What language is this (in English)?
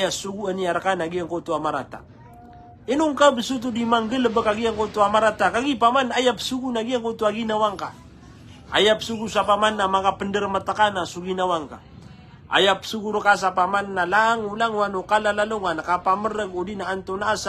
Maranao